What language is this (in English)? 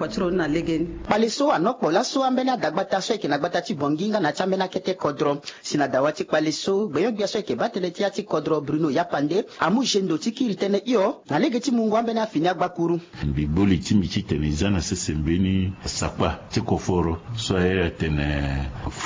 Sango